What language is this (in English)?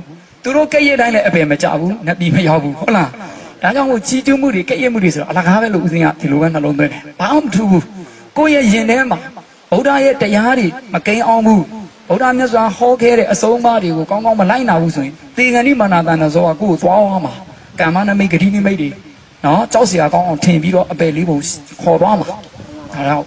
Burmese